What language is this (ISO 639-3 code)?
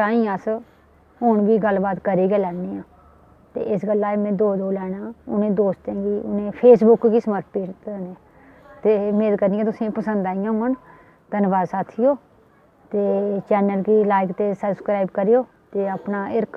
doi